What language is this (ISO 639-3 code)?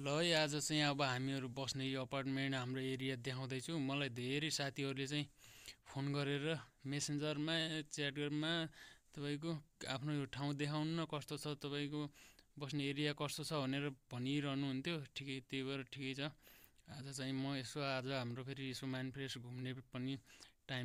nep